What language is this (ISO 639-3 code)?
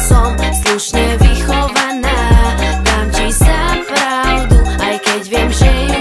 slk